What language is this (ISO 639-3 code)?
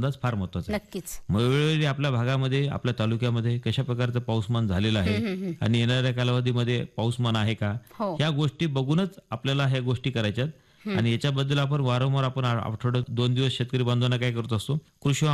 mar